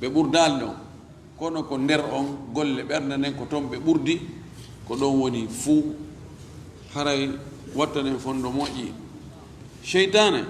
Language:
Fula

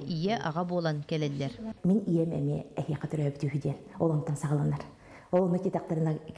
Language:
Yakut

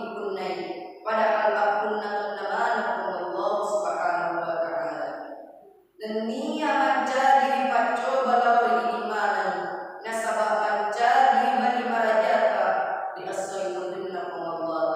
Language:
Buginese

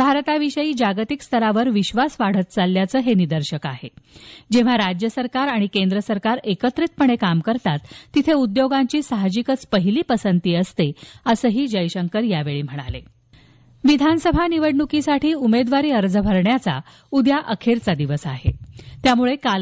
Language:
Marathi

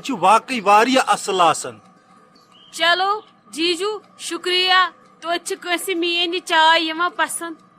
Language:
Kashmiri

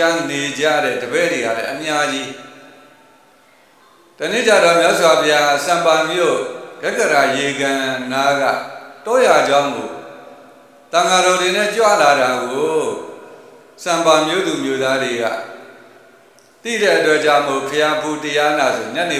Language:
Burmese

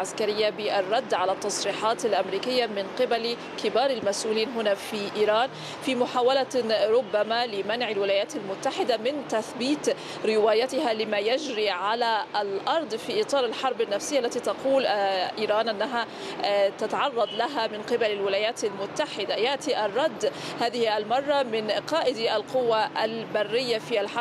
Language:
Arabic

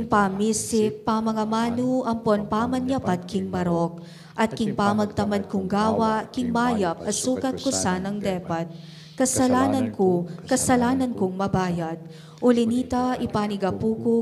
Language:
Pampanga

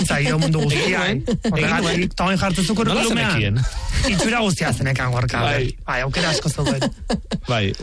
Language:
Basque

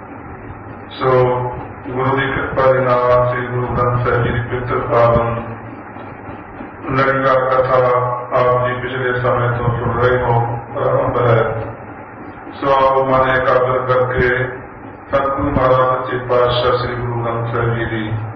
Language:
Punjabi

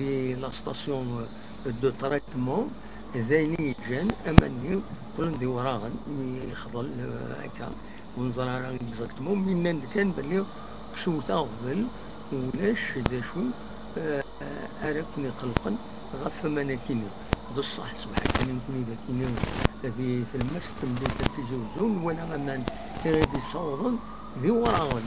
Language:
Kabyle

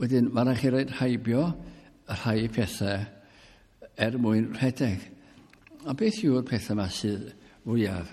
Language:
Welsh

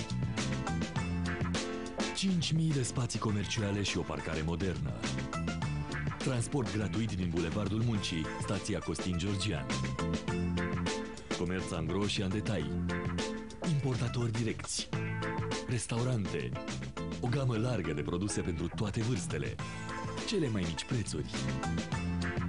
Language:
Romanian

